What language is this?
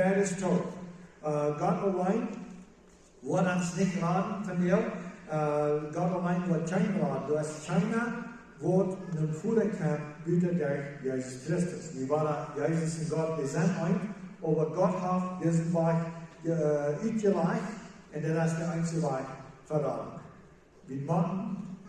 Plautdietsch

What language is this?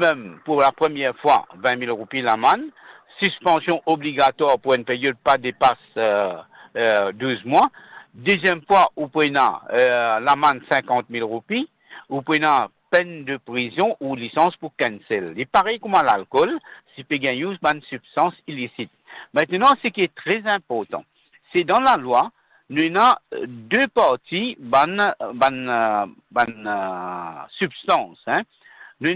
Morisyen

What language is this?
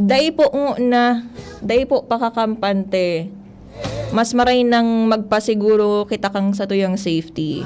Bikol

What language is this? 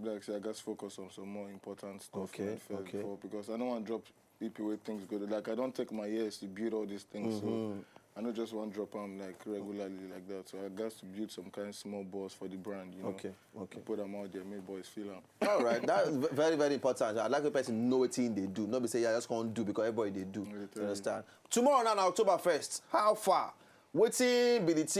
Nigerian Pidgin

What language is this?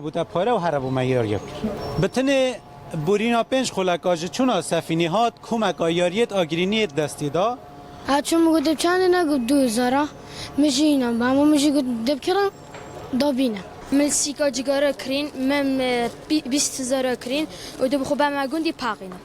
Kurdish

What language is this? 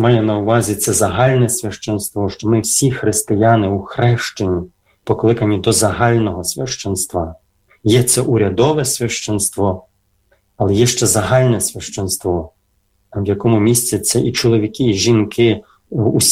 Ukrainian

